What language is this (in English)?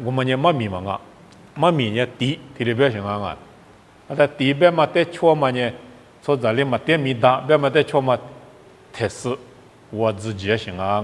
Lisu